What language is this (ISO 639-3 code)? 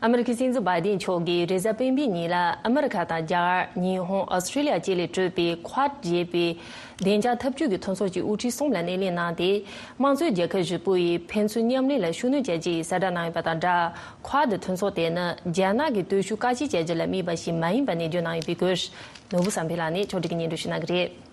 bod